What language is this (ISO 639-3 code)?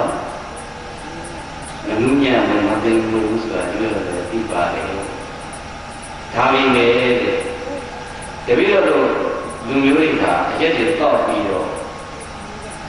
mya